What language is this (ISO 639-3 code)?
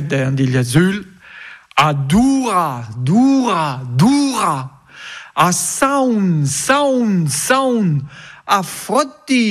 bre